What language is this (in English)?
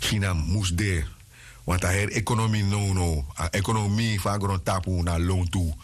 Sranan Tongo